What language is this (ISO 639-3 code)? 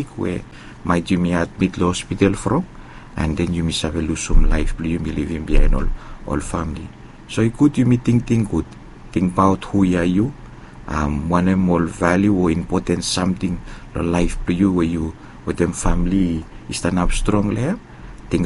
bis